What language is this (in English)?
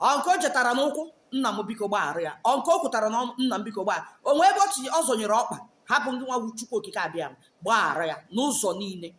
Igbo